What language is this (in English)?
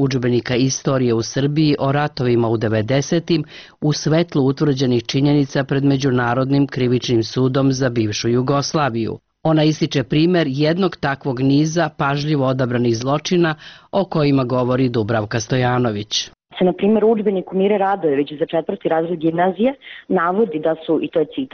Bosnian